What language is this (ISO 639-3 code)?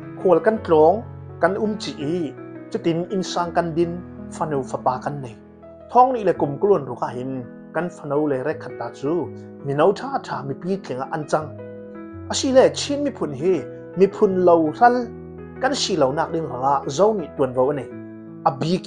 cfm